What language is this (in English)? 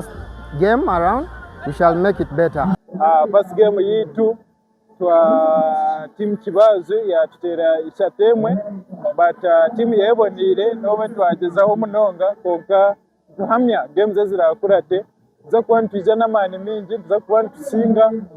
Nyankole